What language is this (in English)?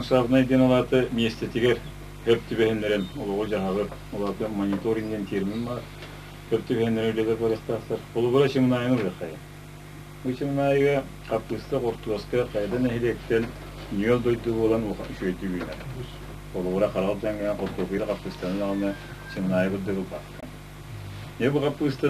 Yakut